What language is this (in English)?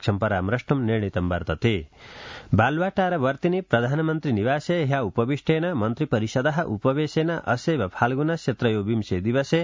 Sanskrit